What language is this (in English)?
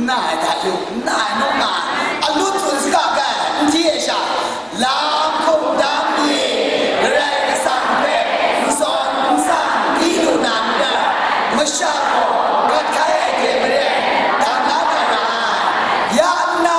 Kachin